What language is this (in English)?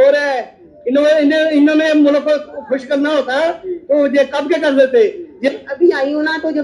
Hindi